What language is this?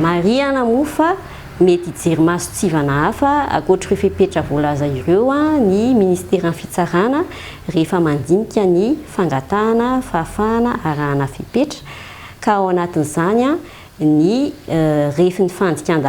Malagasy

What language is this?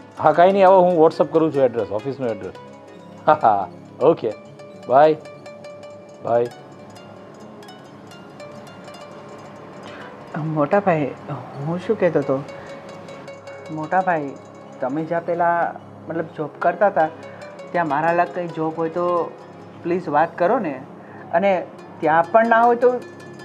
Gujarati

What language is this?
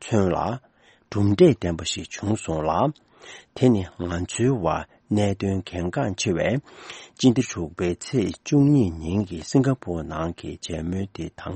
Tibetan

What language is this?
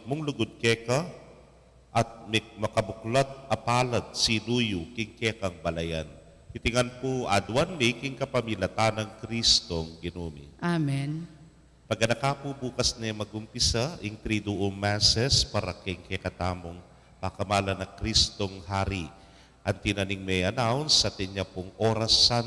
Pampanga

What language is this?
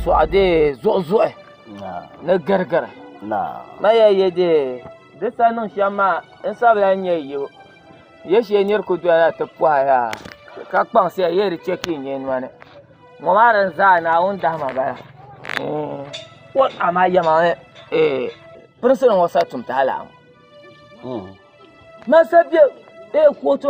Dagbani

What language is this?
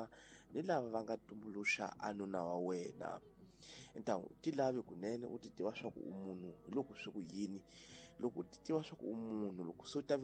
Tsonga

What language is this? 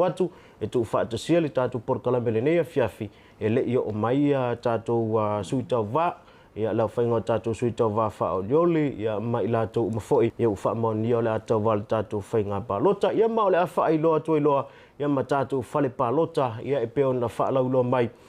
Samoan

